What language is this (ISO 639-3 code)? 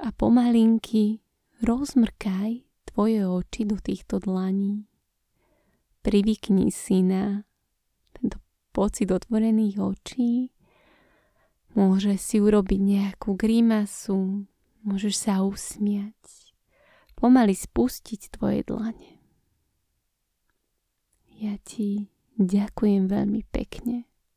slk